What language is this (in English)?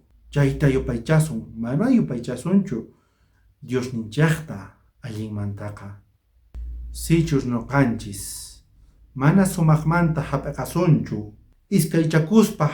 South Bolivian Quechua